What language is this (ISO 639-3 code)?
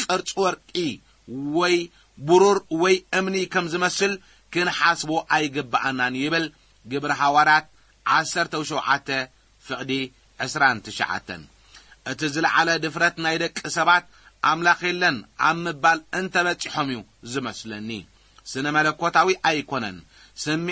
tir